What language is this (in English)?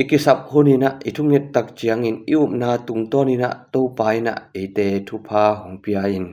Tedim Chin